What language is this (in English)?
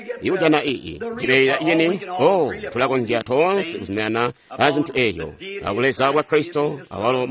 Tonga (Zambia)